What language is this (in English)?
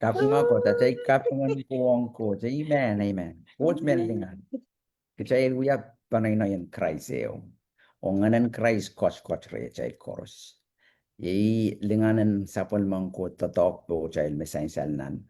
Pohnpeian